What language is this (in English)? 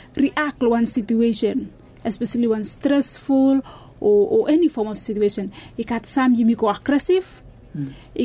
Bislama